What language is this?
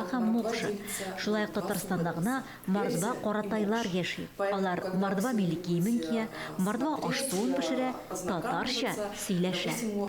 Tatar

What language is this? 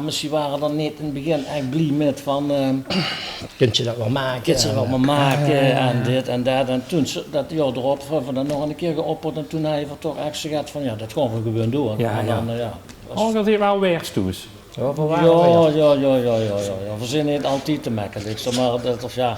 Limburgish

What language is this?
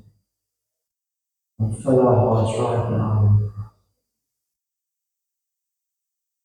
Afrikaans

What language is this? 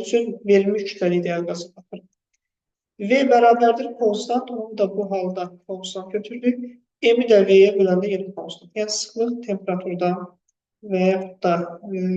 Azerbaijani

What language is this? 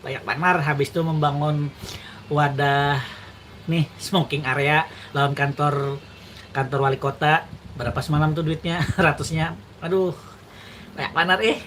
Banjar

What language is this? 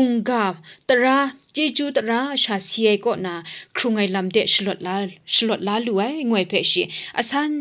Kachin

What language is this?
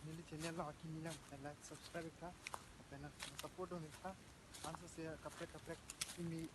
Karbi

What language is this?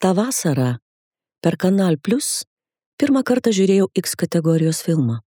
Lithuanian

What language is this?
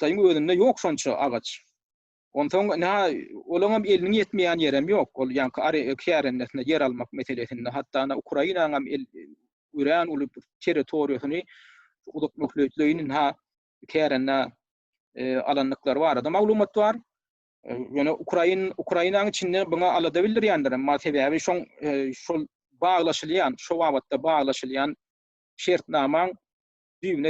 Turkmen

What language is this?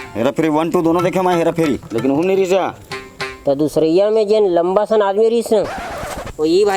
Chhattisgarhi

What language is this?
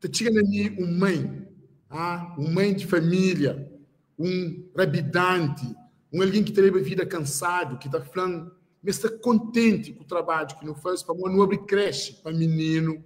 Kabuverdianu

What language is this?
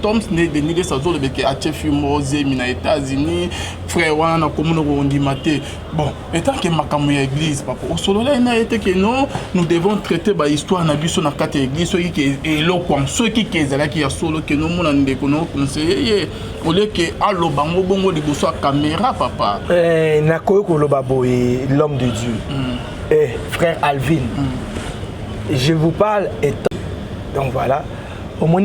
Lingala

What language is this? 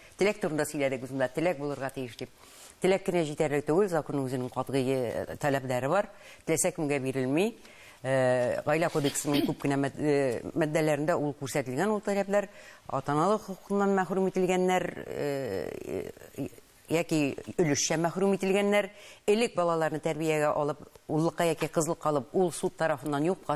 Tatar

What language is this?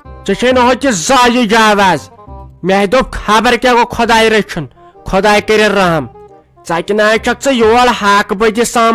Kashmiri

